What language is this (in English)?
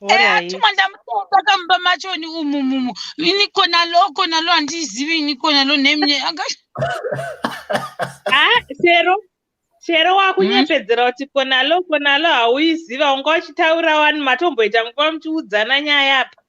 Shona